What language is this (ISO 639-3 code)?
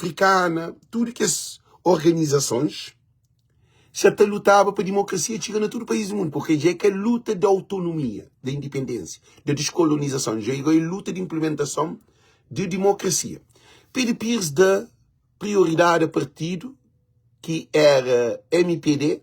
kea